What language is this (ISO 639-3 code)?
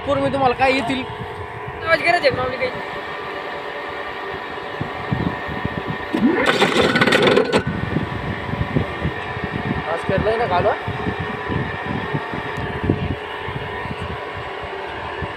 mar